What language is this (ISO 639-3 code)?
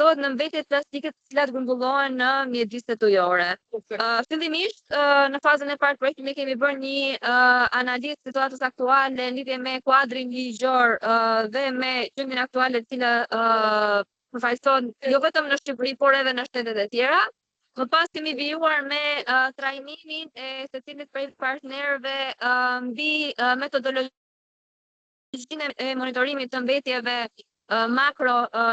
sqi